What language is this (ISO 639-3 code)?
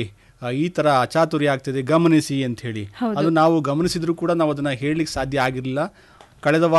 kan